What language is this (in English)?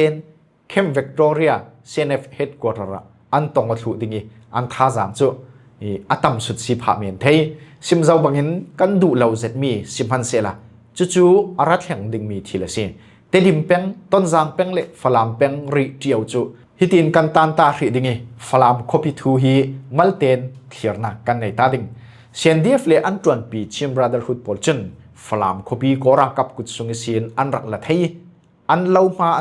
Falam Chin